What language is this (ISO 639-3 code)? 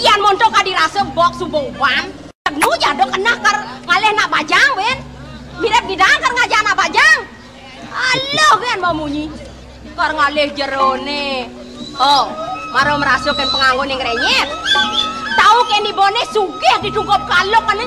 ban